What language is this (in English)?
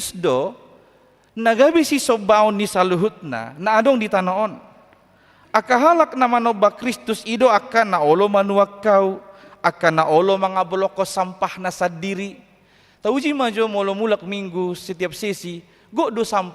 Batak Toba